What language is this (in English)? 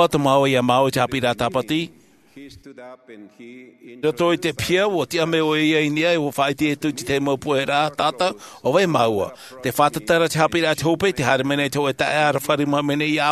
Tahitian